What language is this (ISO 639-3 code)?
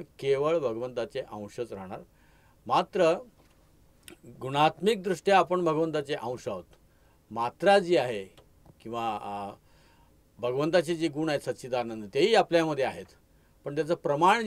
mar